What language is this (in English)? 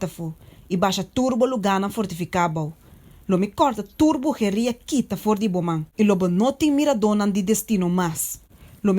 Papiamento